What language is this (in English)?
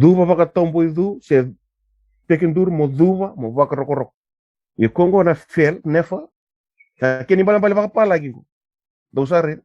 Fijian